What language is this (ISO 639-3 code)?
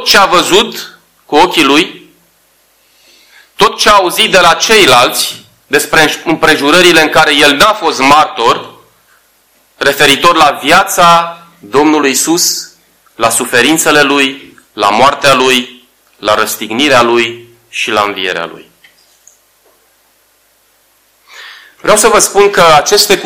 ron